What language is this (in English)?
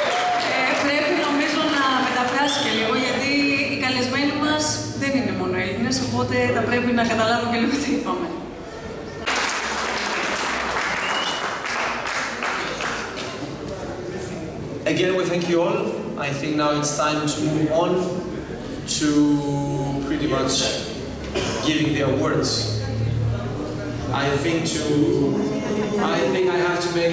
Greek